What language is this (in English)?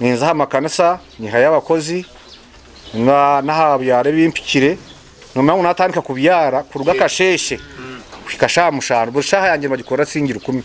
Nyankole